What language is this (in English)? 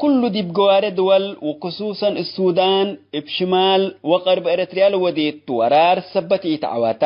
Tigre